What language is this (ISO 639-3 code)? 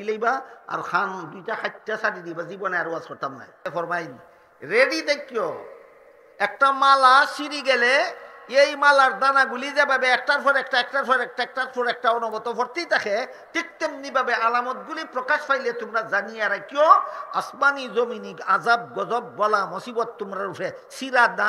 syl